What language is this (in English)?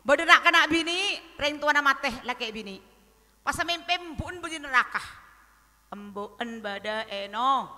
Madurese